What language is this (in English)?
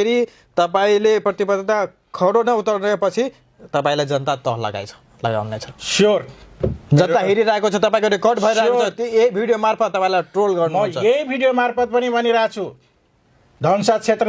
Nepali